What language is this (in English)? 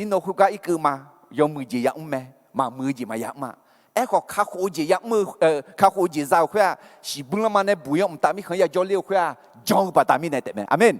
Akha